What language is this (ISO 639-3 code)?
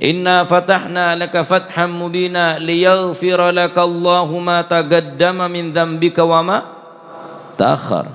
mad